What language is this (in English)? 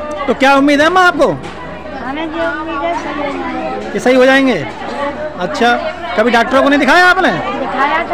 Hindi